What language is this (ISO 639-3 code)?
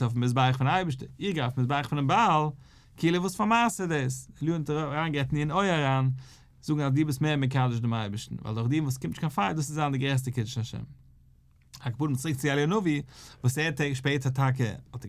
yid